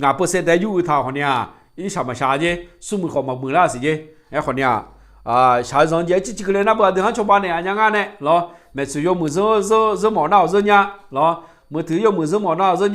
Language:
Akha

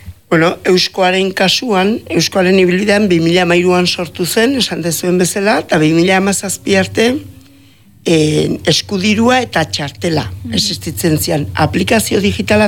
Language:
Basque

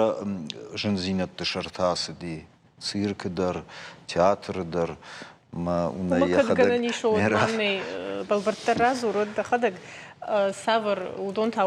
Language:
Ossetic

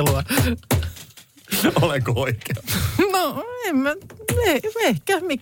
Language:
Finnish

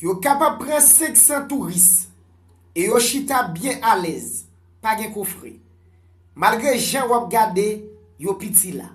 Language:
Haitian Creole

